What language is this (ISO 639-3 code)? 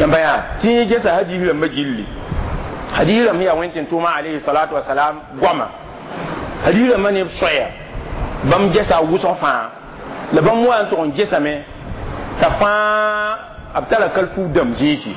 mos